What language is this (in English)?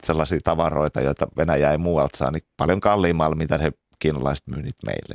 Finnish